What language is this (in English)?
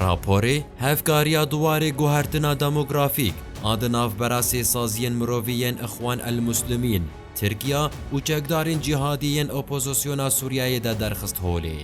Kurdish